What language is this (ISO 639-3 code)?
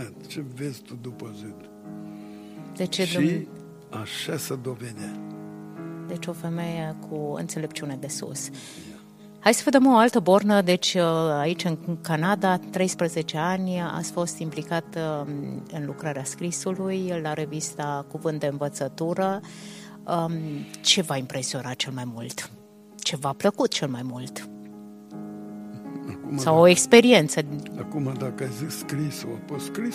ron